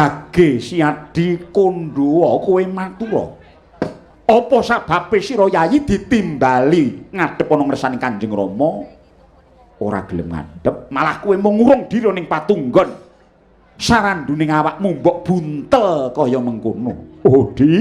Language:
Javanese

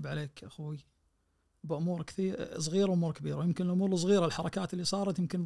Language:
Najdi Arabic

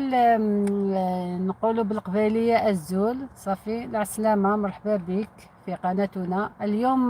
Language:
Algerian Arabic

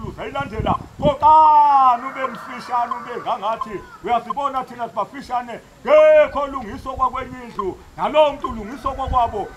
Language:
Zulu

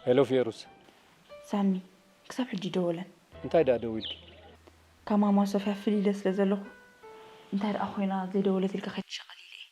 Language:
Tigrinya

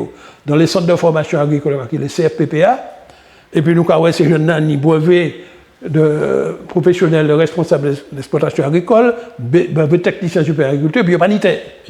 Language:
Guadeloupean Creole French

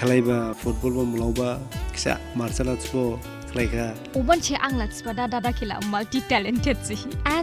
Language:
Dimasa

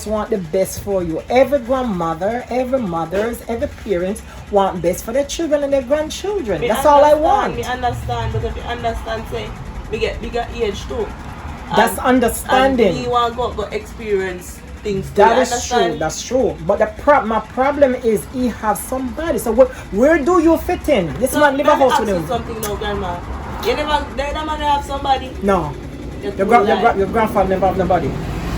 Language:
Jamaican Creole English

